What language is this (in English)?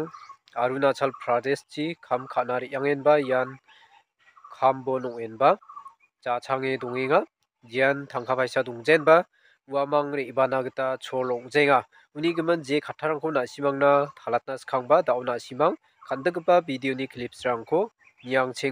Garo